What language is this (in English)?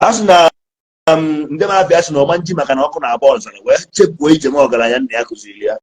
Igbo